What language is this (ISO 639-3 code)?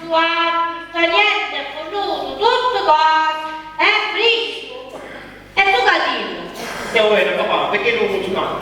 nap